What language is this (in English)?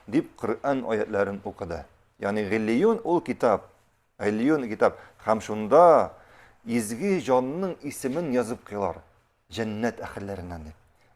Tatar